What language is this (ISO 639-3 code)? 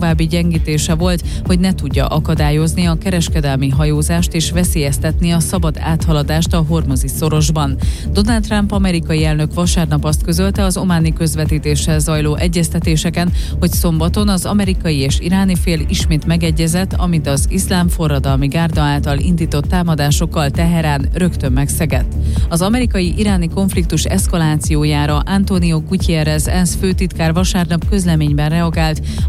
hun